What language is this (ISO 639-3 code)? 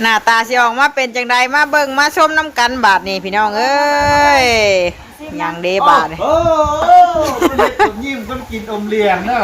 tts